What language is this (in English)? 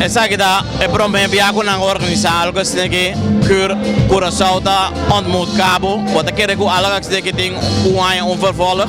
Papiamento